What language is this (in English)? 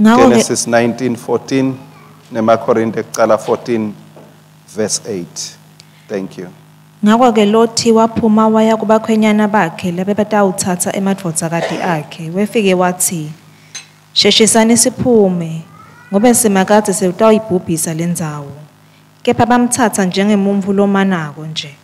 Swati